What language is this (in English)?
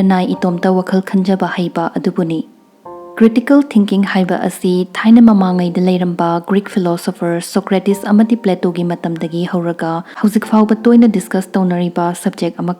Manipuri